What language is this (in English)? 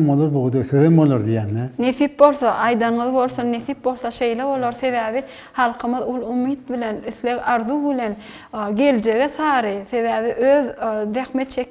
Turkmen